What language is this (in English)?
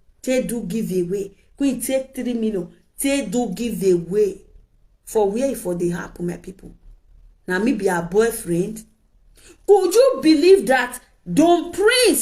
Nigerian Pidgin